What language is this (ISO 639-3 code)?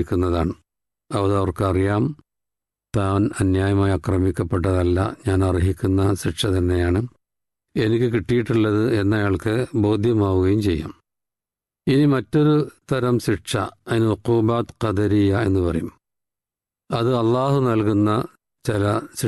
mal